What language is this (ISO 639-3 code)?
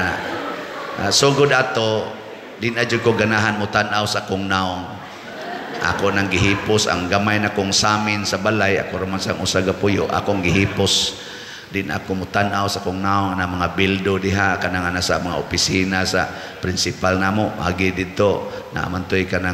ceb